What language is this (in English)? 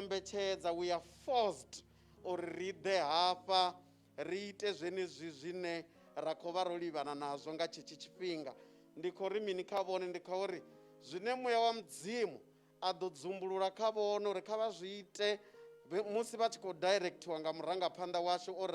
Venda